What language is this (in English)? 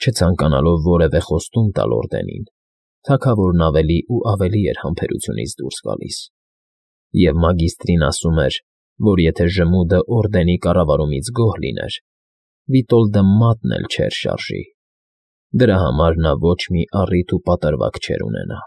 Armenian